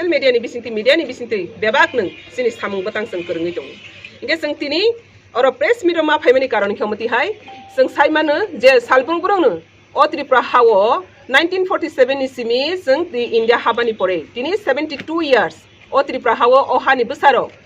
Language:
Kok Borok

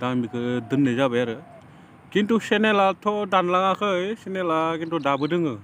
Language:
Bodo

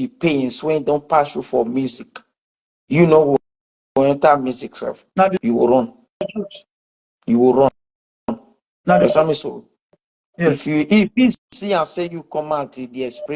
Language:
Nigerian Pidgin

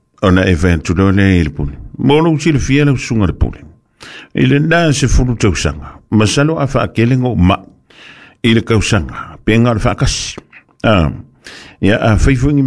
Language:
Samoan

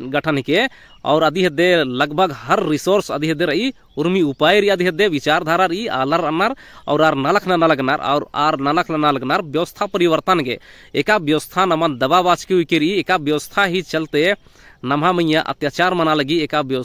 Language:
Kurukh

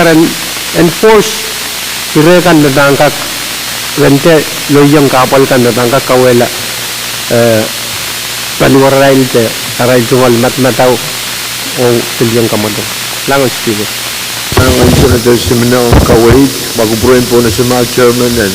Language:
Pohnpeian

